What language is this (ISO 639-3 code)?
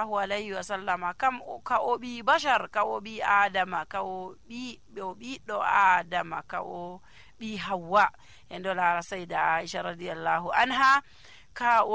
fuv